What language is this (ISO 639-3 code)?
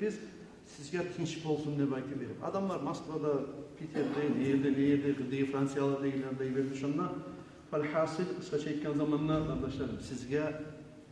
kum